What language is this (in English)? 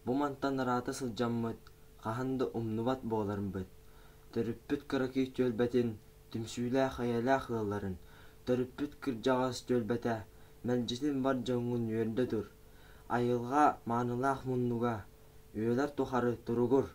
Yakut